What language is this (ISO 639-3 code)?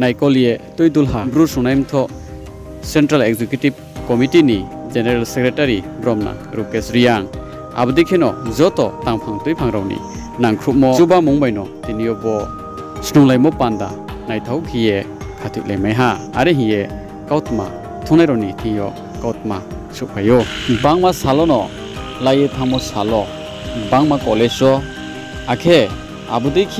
ria